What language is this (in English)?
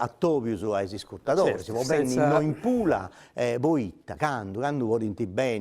Sardinian